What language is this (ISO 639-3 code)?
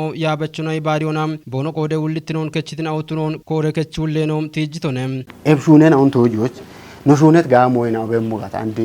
kbr